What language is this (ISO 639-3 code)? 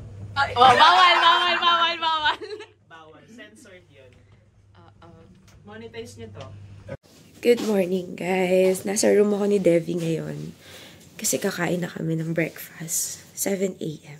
fil